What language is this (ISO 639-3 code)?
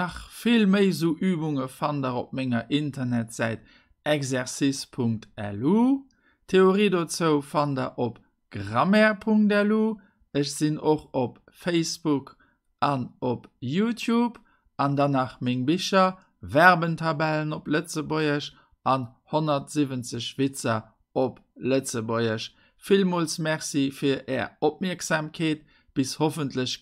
ltz